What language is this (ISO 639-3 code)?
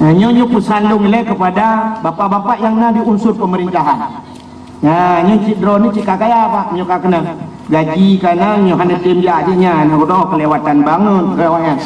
ace